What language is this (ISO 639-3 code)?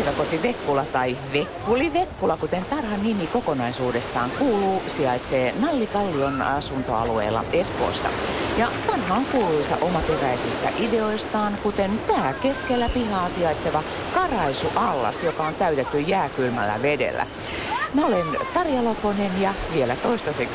fin